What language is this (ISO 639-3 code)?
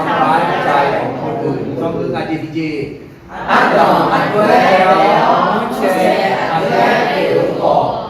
ahk